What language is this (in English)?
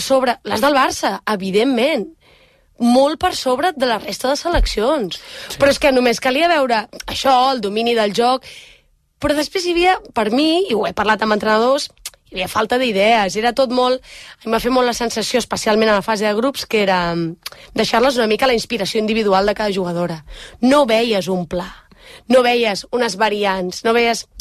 Catalan